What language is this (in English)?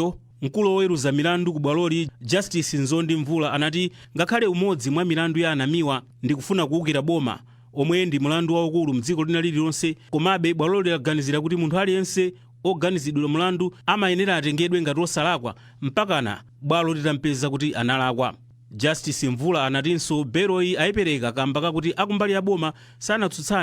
Nyanja